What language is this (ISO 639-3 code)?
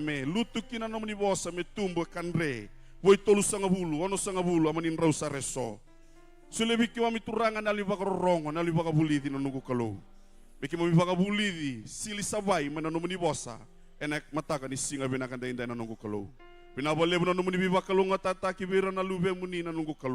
fij